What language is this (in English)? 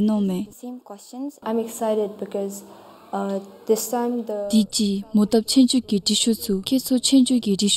Dzongkha